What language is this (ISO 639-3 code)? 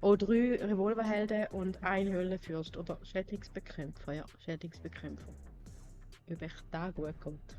gsw